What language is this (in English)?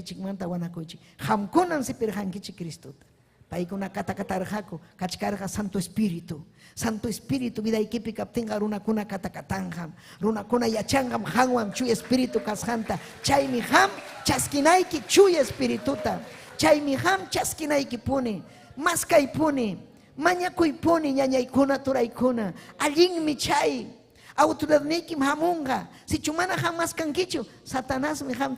Ayacucho Quechua